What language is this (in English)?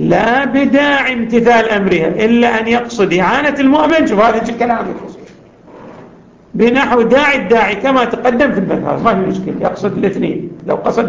Arabic